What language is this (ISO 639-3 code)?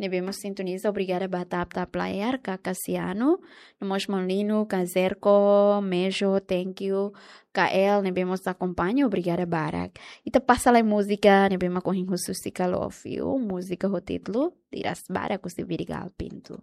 tet